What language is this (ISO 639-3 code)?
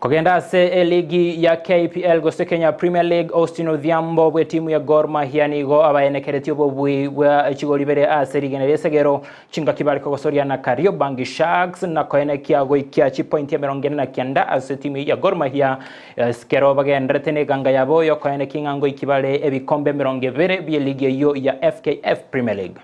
guz